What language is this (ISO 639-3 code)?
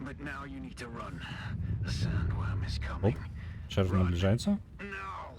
bel